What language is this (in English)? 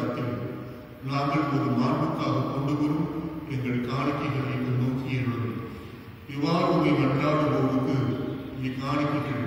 Tamil